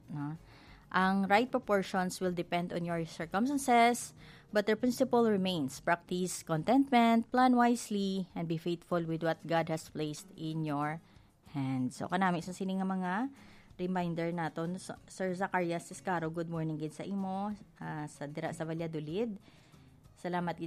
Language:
Hiligaynon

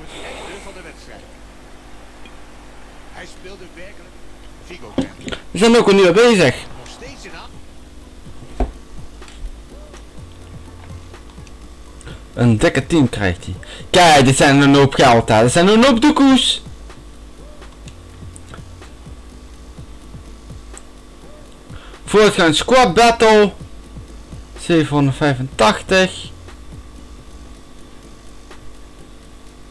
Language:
Dutch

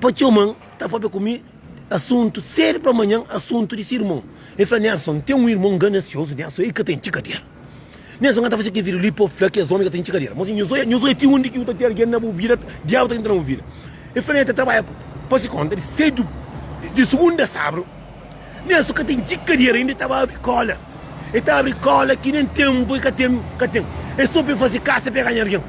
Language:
Kabuverdianu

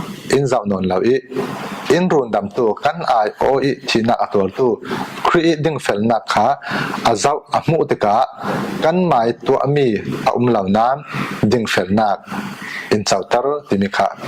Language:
Falam Chin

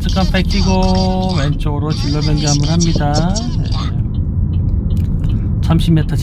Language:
Korean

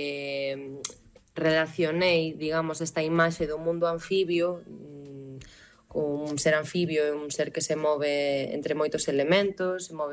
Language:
Galician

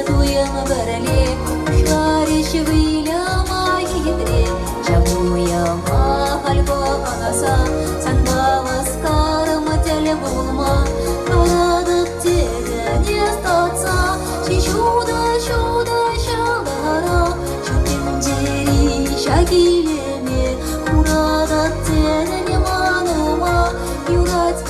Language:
Chuvash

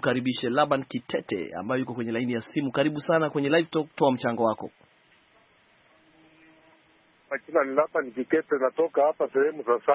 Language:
Swahili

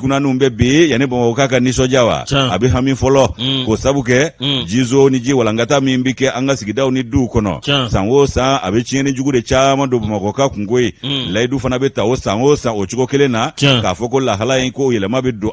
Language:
Bambara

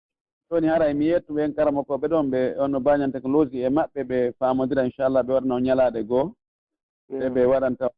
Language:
Fula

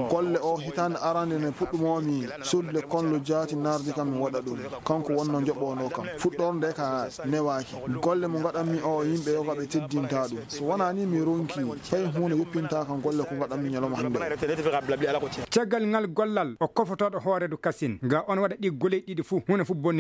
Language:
Fula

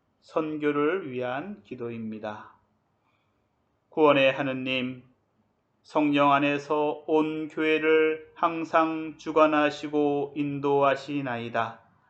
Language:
Korean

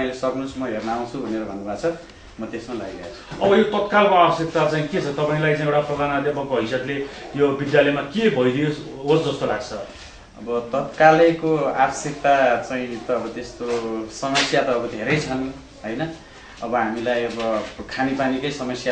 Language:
Nepali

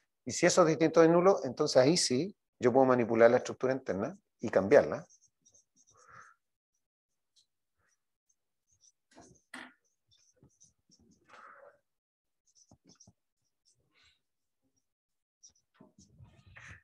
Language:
Spanish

